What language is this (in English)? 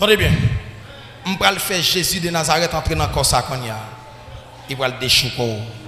Haitian Creole